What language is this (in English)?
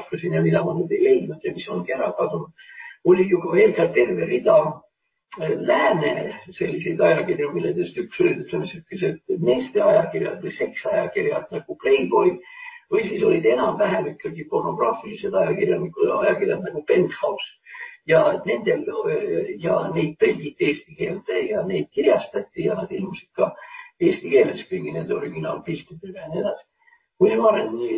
Estonian